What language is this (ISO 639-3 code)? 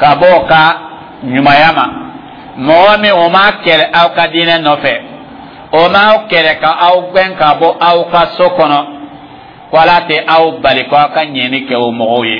dyu